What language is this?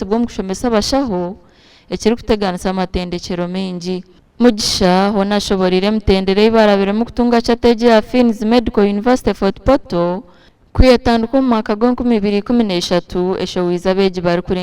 Nyankole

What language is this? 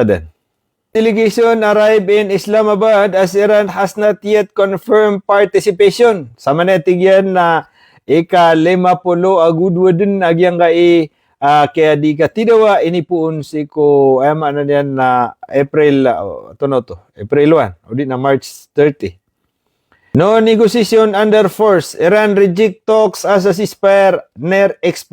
Maranao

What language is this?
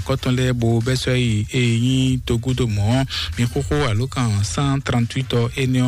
Fon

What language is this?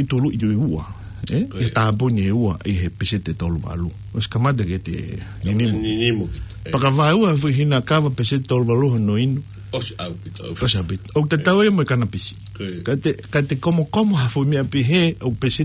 Tongan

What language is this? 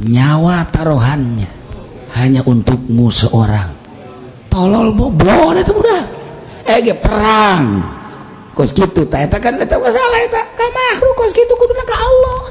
Sundanese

